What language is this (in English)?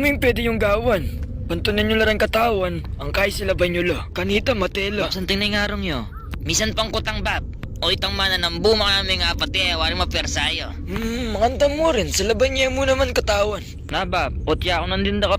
Pampanga